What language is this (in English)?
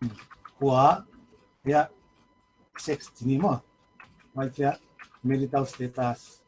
Paite Chin